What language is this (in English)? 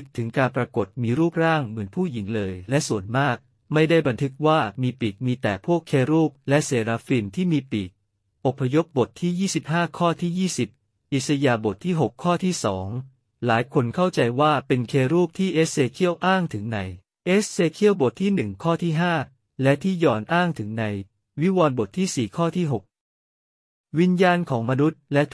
Thai